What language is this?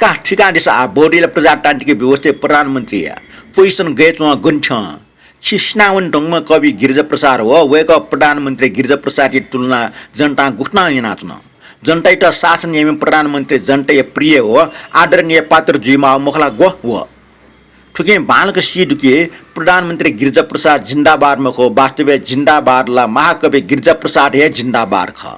Newari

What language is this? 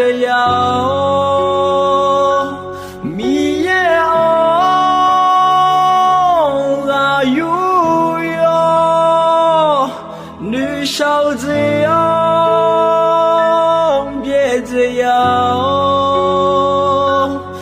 Akha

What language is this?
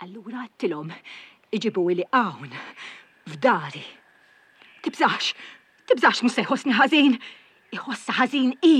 Maltese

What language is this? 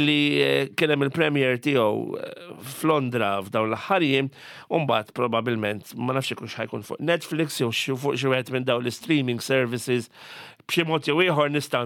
Maltese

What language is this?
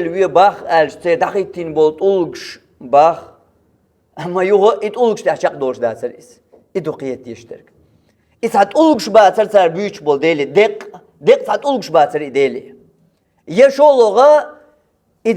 Chechen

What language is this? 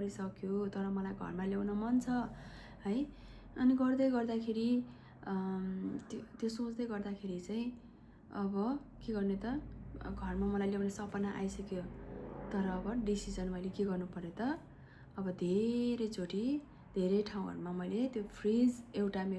Nepali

